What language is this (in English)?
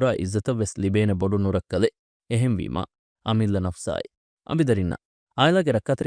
Divehi